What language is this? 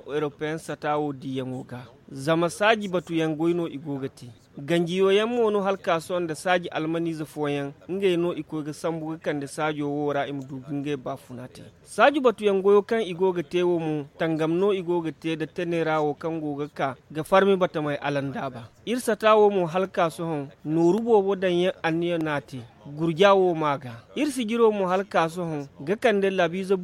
Zarma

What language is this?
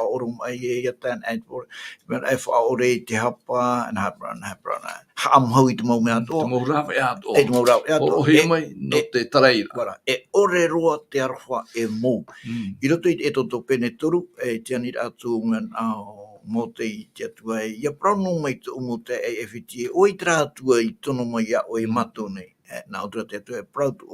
Tahitian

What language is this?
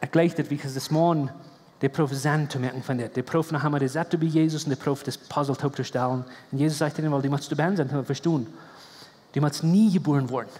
Plautdietsch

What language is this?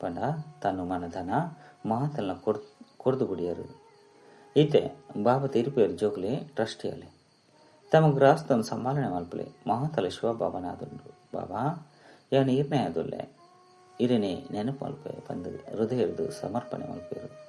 Tulu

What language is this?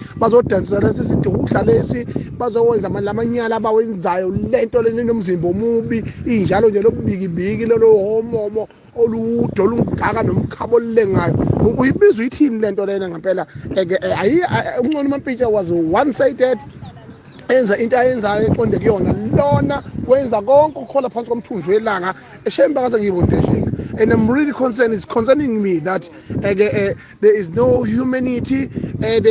Zulu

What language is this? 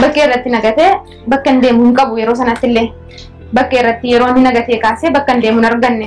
Oromo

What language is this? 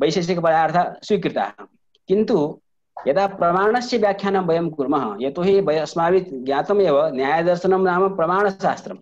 Sanskrit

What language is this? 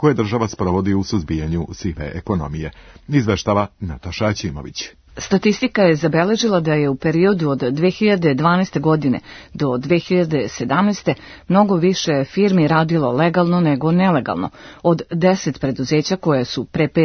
Serbian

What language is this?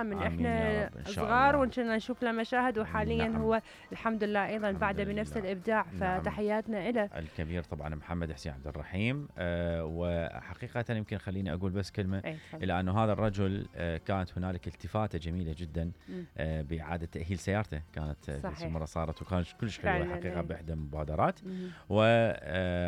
Mesopotamian Arabic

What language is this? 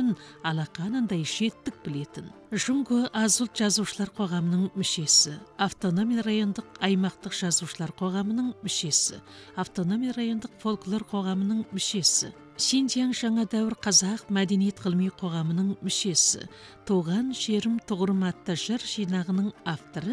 Kazakh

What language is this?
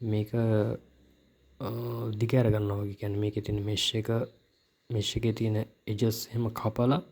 Sinhala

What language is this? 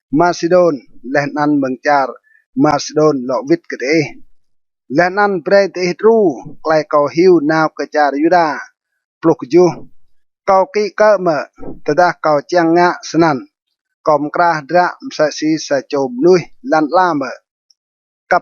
Rade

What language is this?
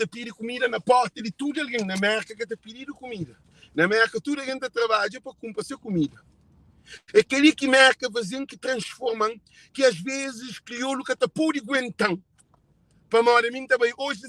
Kabuverdianu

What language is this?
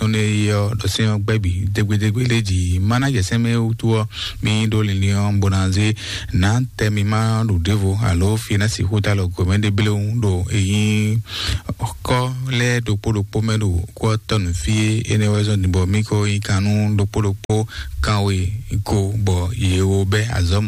Fon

